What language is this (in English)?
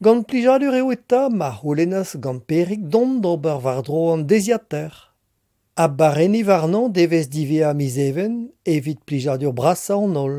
Breton